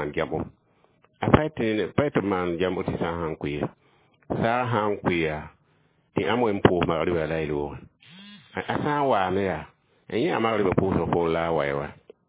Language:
Mossi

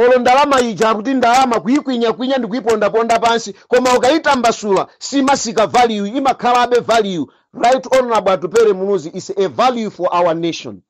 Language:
Nyanja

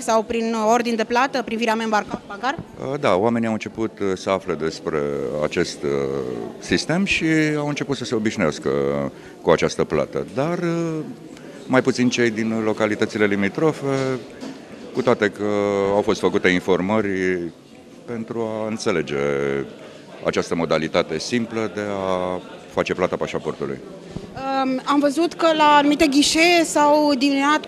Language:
Romanian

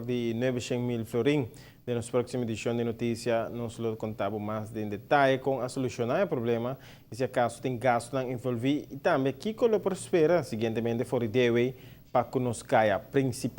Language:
Papiamento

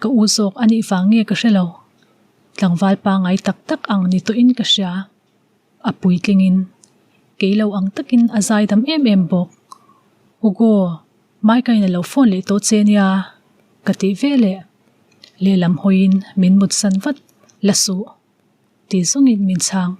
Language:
Mizo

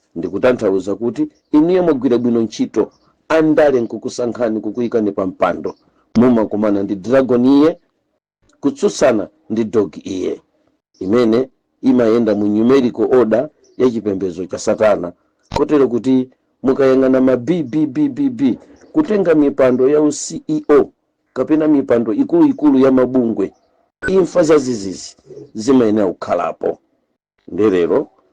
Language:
Nyanja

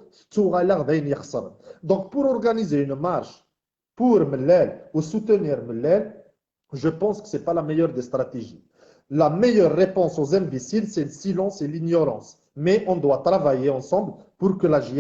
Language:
Kabyle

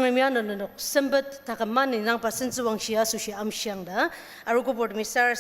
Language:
Ao Naga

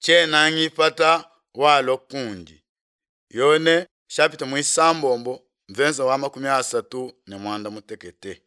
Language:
Luba-Lulua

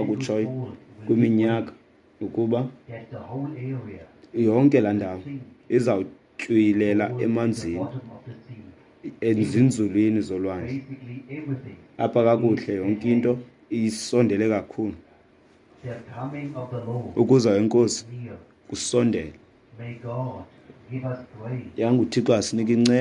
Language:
Xhosa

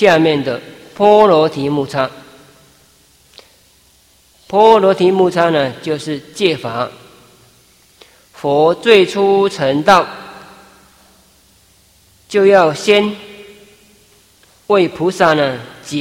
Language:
Chinese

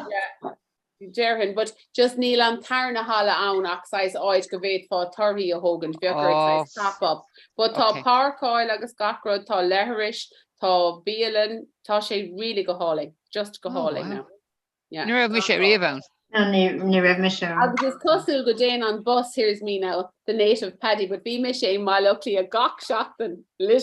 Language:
Irish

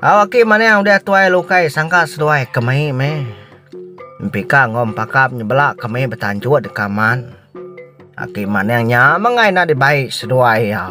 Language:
Iban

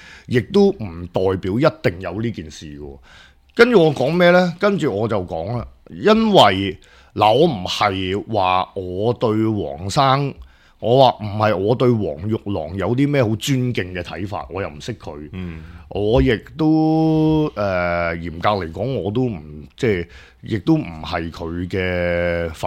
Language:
Cantonese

